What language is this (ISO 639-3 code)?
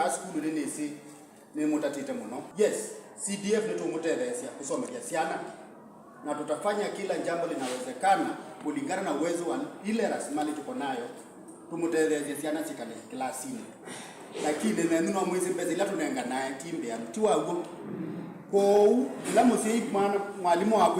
kam